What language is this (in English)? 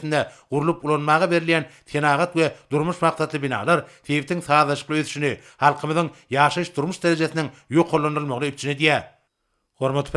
Turkmen